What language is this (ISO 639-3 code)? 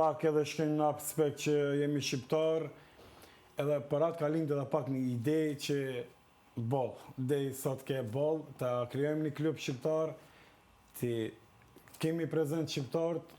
sqi